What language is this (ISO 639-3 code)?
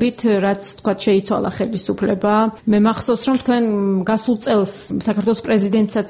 kat